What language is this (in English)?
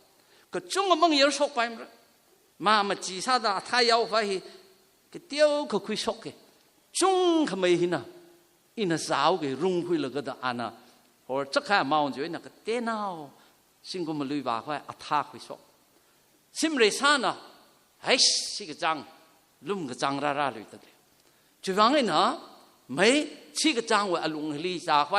Tangkhul Naga (India)